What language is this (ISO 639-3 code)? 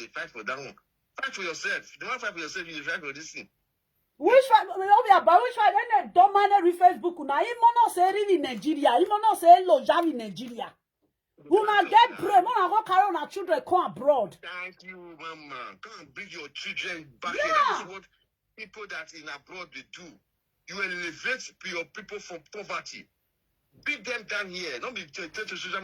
pcm